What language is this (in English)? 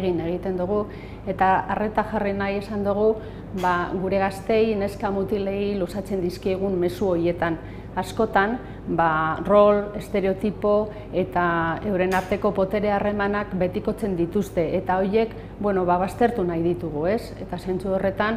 Basque